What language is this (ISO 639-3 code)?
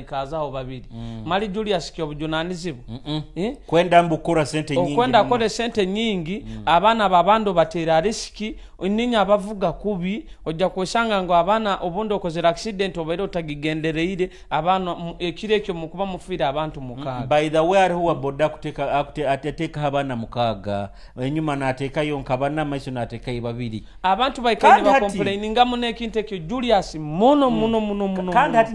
nyo